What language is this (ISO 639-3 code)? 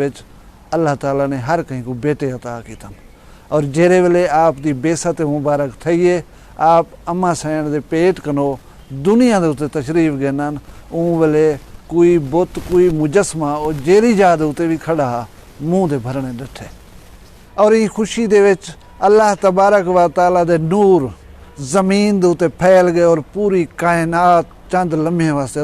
skr